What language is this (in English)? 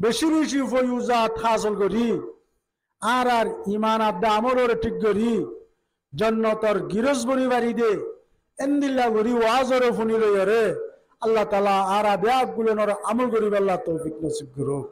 Rohingya